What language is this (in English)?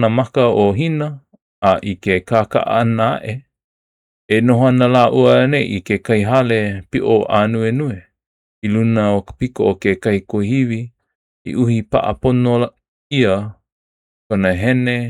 Hawaiian